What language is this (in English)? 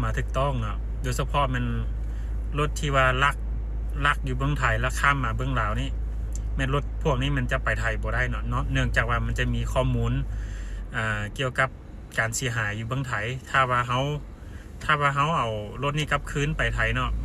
Lao